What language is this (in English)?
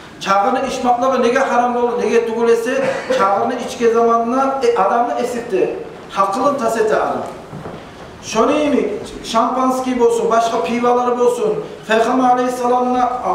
Kumyk